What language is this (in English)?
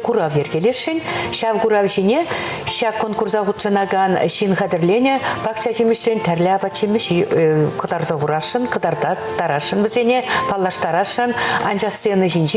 Chuvash